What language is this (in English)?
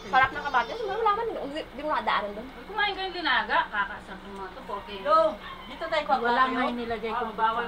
Filipino